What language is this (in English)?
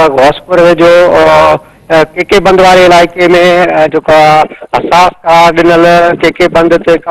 Sindhi